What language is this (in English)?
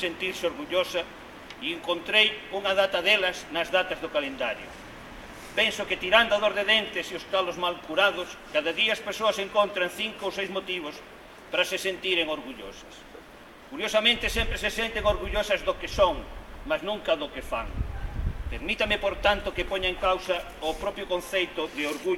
Galician